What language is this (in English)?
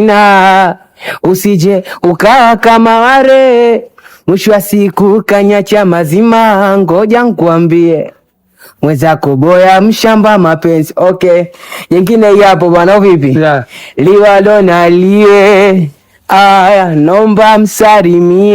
Swahili